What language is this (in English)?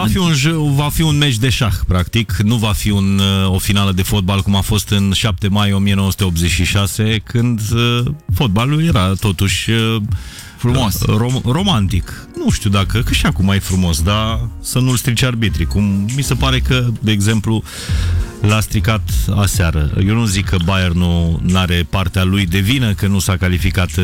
Romanian